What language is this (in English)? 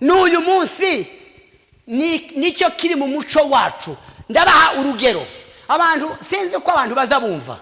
Kinyarwanda